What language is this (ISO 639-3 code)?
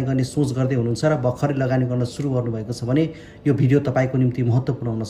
nep